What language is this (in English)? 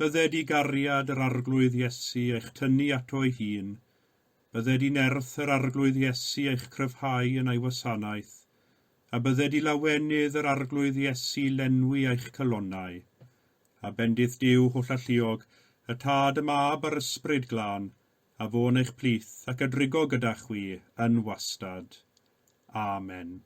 Welsh